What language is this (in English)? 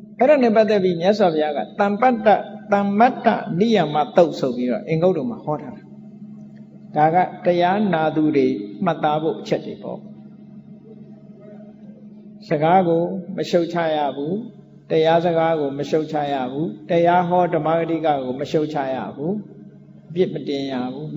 Burmese